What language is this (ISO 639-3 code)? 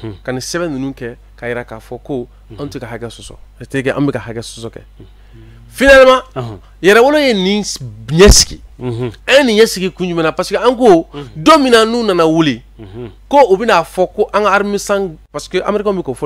bam